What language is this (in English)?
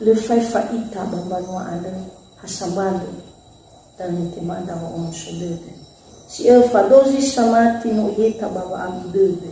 Nias